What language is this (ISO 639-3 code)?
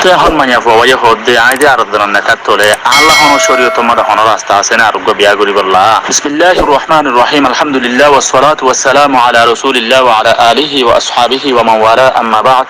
rhg